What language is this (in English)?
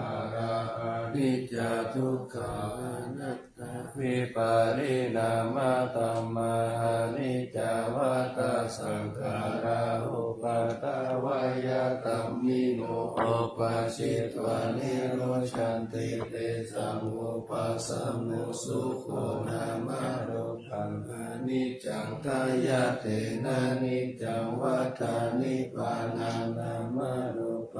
Pali